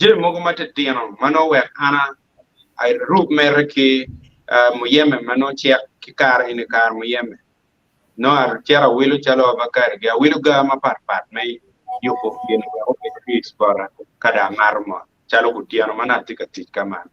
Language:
Acoli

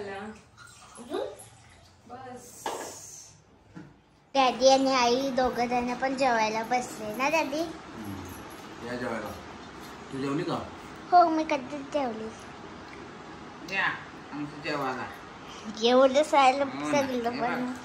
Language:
Marathi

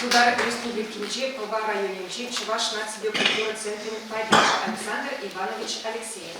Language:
Chuvash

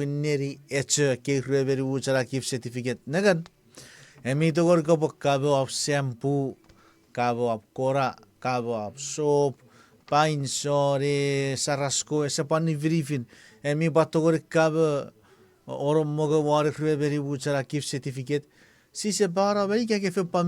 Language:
Chuukese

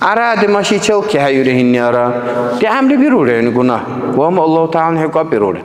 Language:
Dargwa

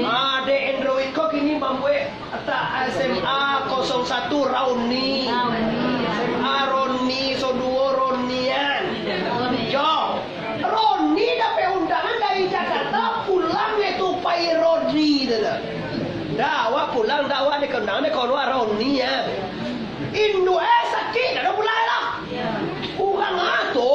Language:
Minangkabau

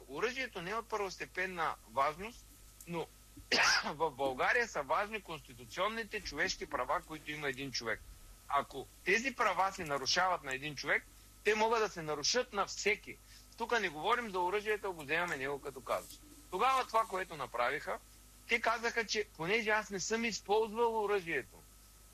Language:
Bulgarian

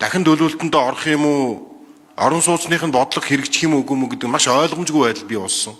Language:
Mongolian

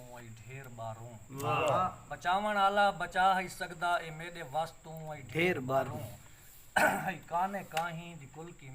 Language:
Saraiki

